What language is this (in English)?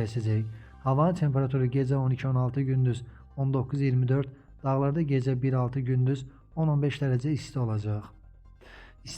Azerbaijani